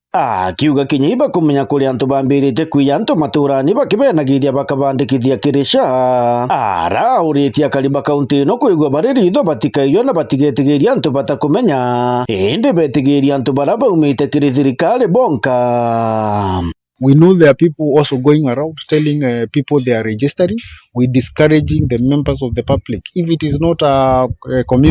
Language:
Meru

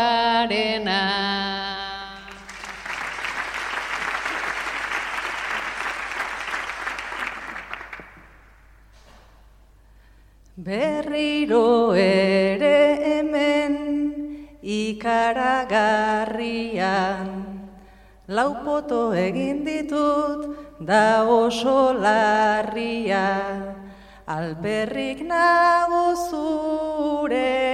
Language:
Basque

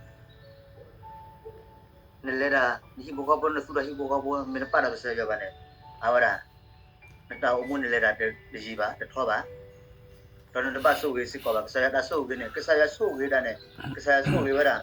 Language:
S'gaw Karen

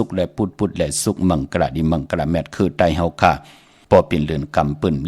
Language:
Shan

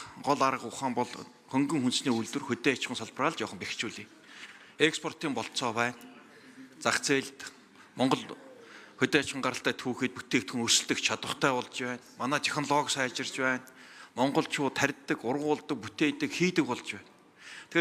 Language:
Mongolian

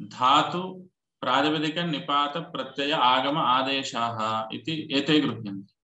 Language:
Sanskrit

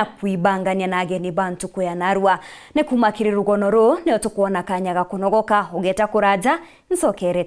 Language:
Meru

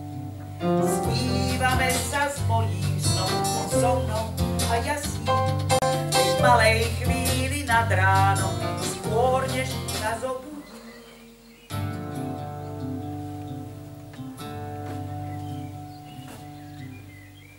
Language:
Slovak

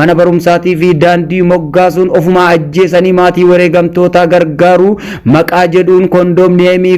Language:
Oromo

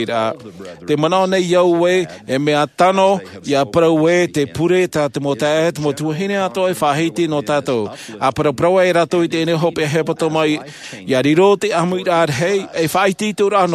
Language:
Tahitian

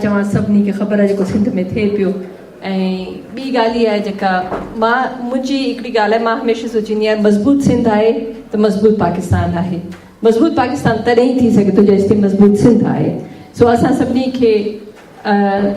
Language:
Sindhi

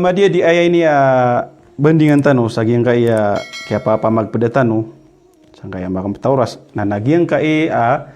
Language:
Maranao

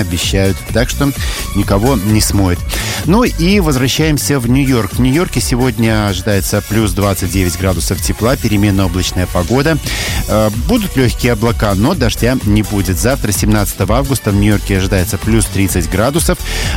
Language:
Russian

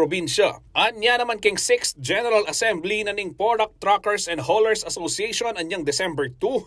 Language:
Pampanga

